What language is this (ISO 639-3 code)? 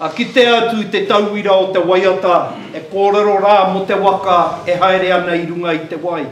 mri